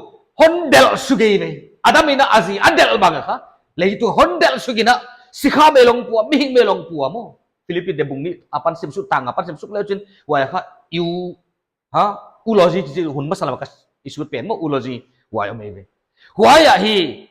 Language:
Paite Chin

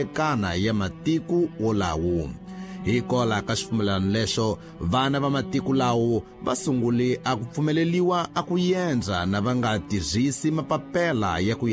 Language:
Tsonga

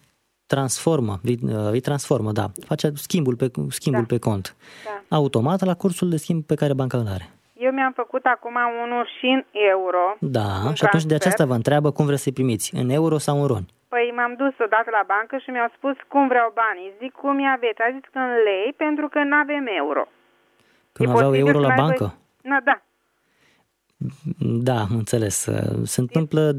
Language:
Romanian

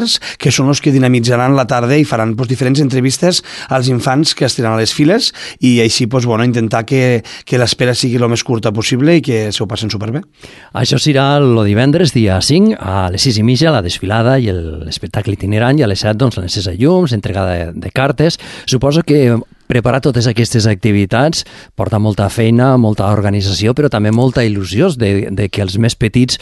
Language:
Catalan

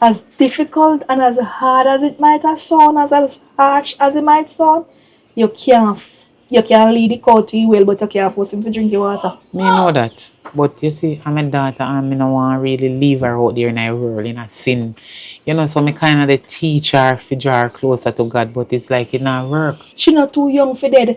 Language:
Jamaican Creole English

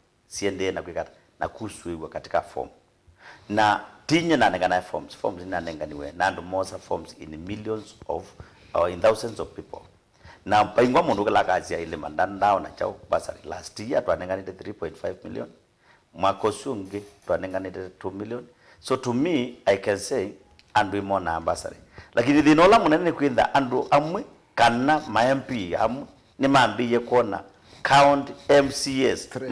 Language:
Kamba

